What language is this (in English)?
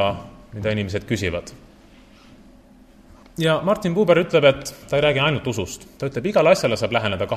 Estonian